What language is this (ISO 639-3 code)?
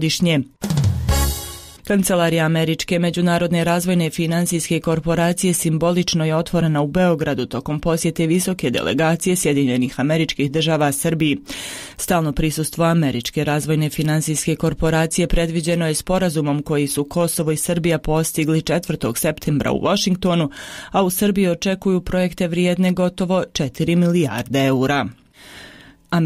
bos